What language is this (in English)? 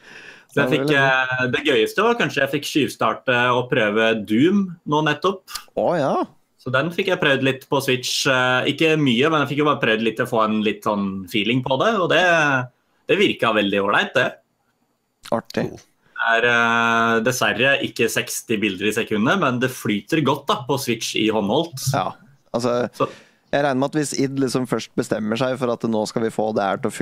Norwegian